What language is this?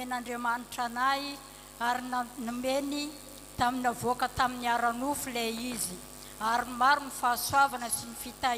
Malagasy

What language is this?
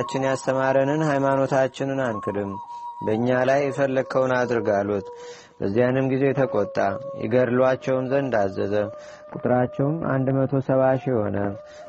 Amharic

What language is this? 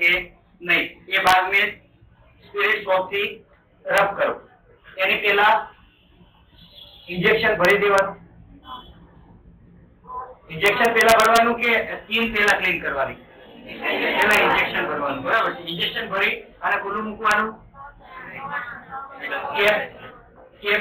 Gujarati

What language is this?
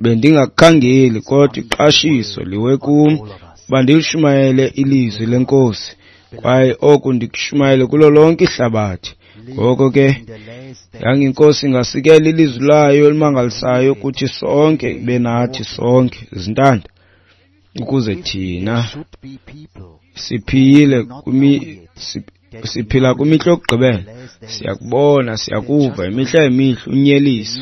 Xhosa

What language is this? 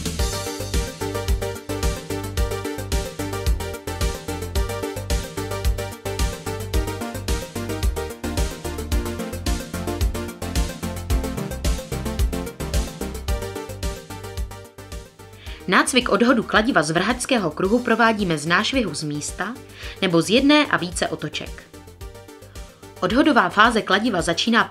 Czech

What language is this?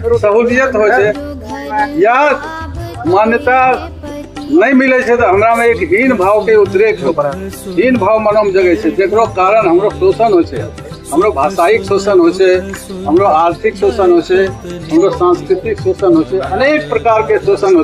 Angika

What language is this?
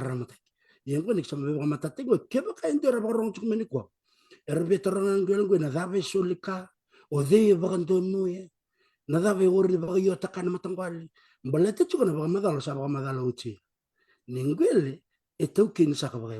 Fijian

